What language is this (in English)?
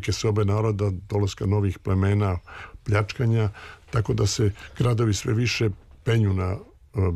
Serbian